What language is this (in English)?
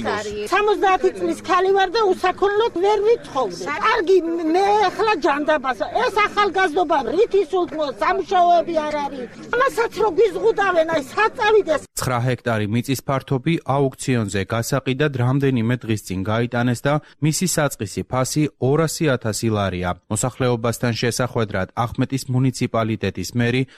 Georgian